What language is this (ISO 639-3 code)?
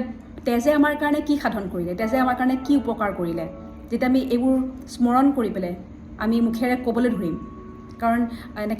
asm